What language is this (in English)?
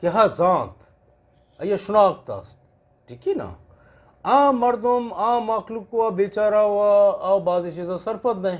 Eastern Balochi